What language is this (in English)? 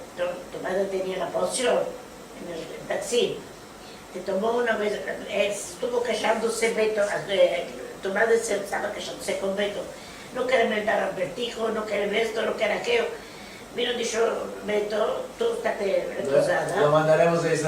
Ladino